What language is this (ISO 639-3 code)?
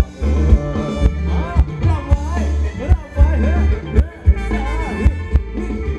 tha